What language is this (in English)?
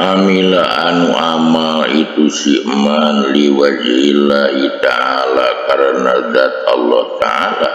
Sundanese